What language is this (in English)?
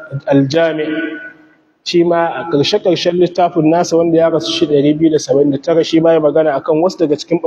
Hausa